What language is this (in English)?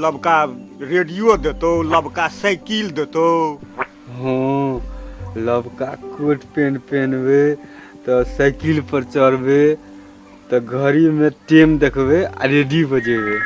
Maithili